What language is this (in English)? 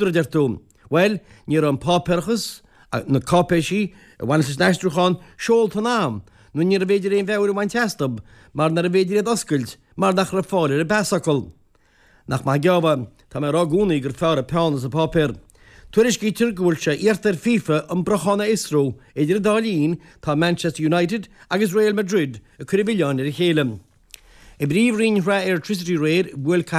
Irish